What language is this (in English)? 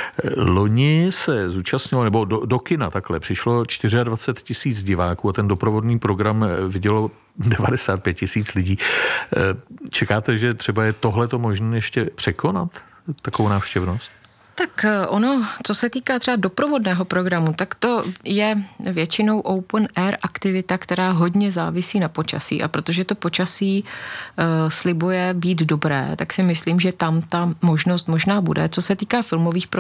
Czech